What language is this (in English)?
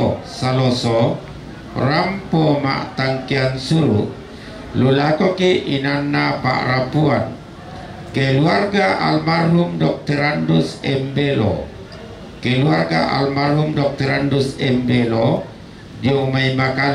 Toraja-Sa'dan